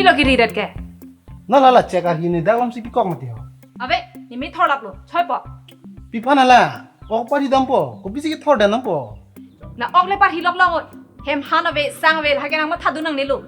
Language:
Karbi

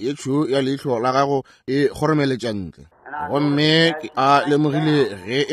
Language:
Northern Sotho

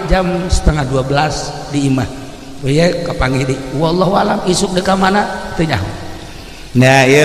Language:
Sundanese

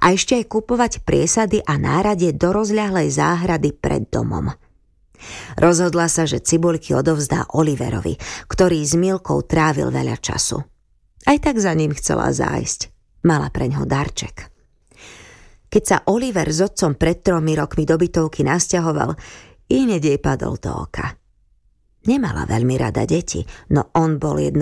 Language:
Slovak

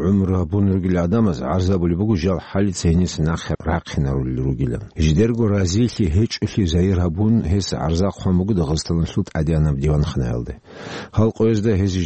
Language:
Avaric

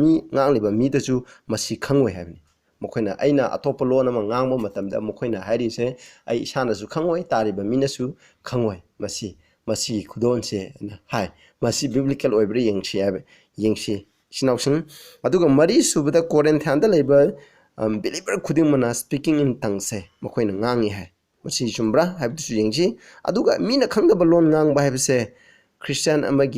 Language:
Manipuri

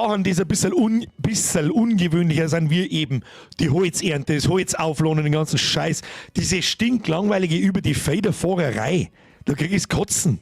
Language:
Bavarian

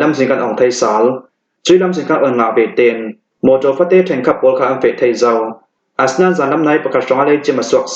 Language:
Hakha Chin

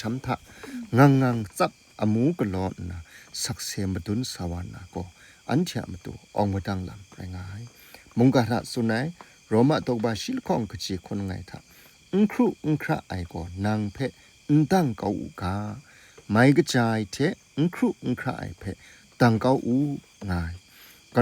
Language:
Kachin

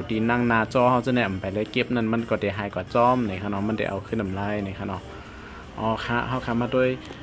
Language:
Shan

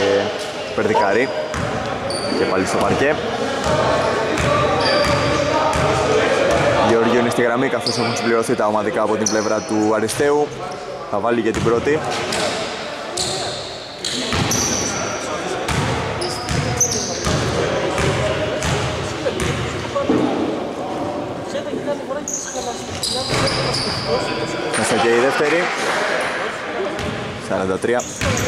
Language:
Greek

